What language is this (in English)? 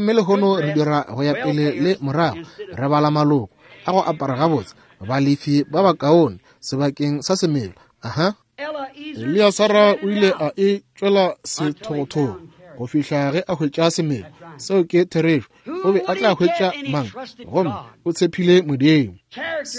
Northern Sotho